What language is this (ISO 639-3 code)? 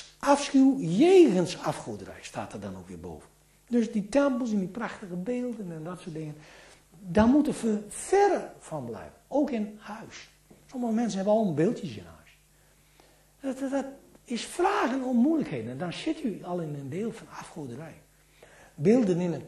nld